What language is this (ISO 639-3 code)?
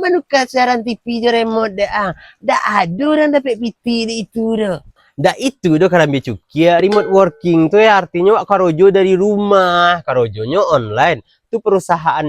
min